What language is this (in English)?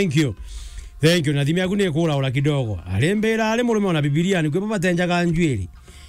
Meru